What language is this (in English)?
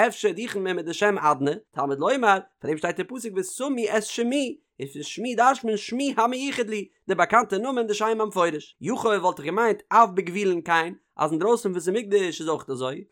Yiddish